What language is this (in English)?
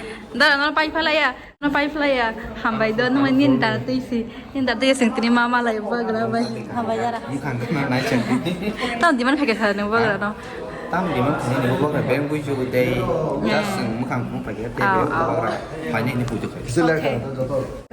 Kok Borok